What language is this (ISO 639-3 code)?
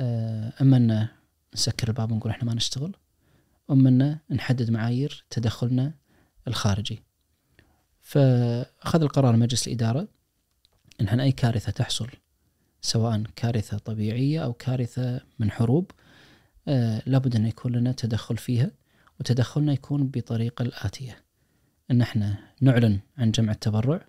ars